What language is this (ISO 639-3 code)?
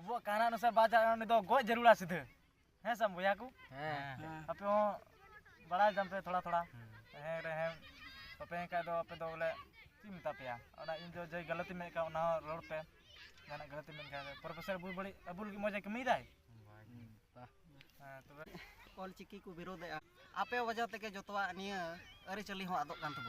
sat